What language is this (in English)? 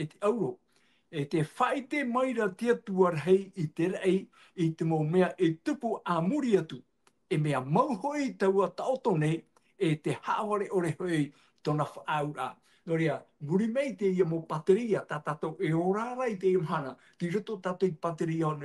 Tahitian